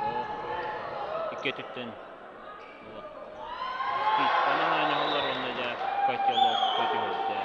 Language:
Yakut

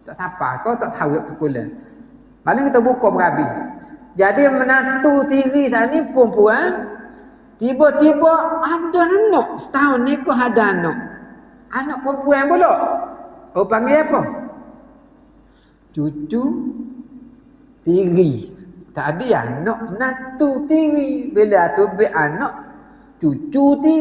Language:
Malay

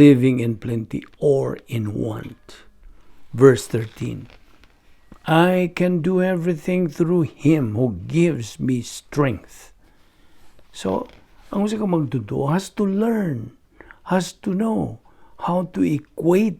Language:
Cebuano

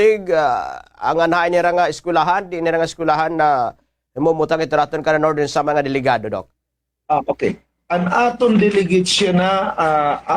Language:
Waray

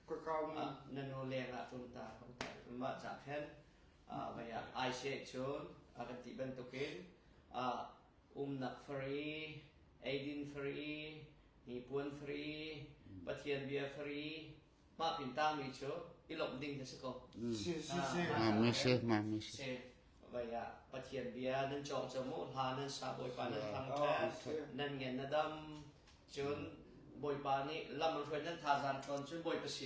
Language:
Hakha Chin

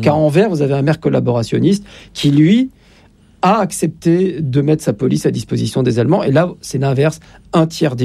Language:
French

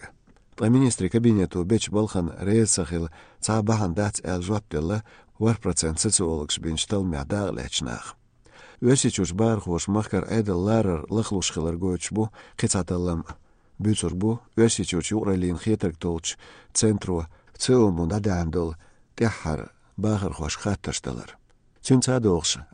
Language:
Chechen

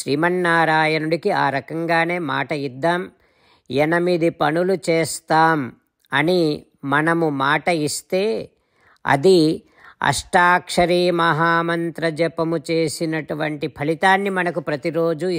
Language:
Telugu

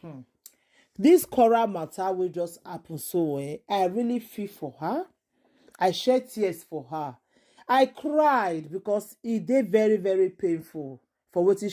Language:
Nigerian Pidgin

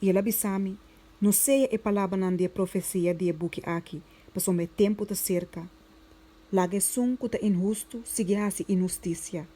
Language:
Papiamento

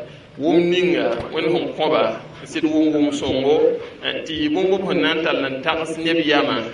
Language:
Mossi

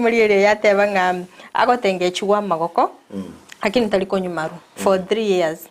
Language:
Gusii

